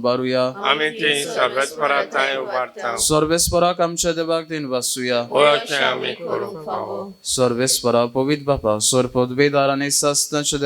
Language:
Konkani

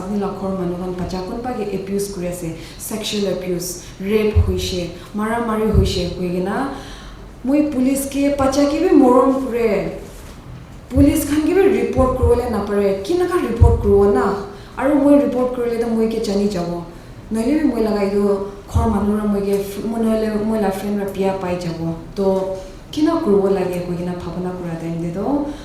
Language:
Naga Pidgin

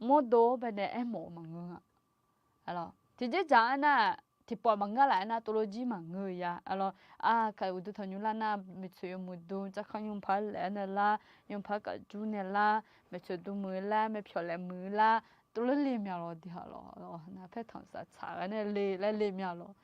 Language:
Akha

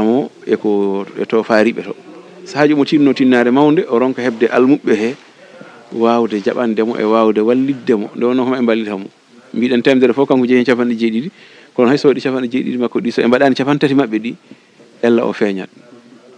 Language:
Fula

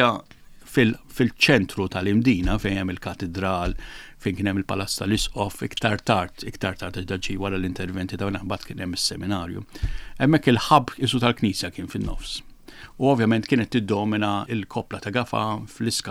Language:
Maltese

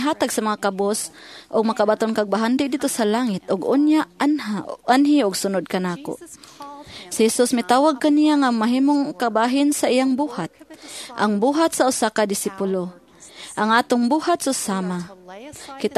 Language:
Cebuano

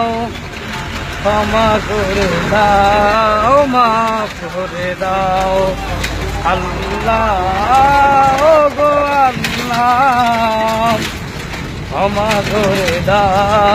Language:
Bangla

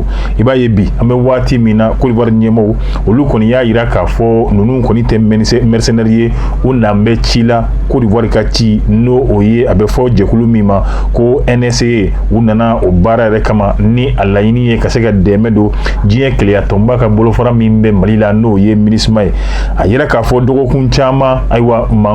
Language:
Bambara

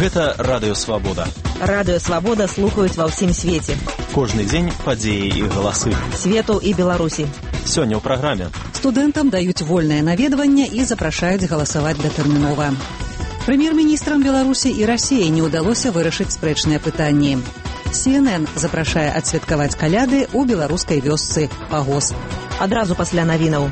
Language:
Belarusian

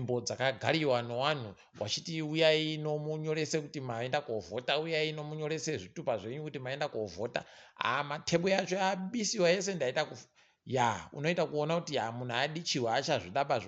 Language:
Ndau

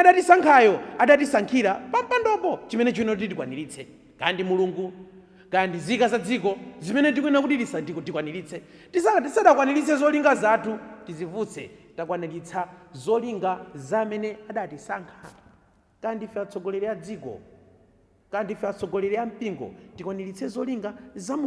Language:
Nyanja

